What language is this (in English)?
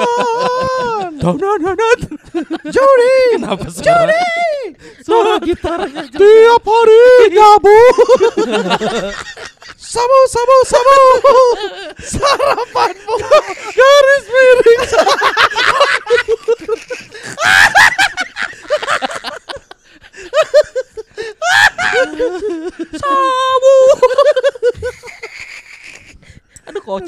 Indonesian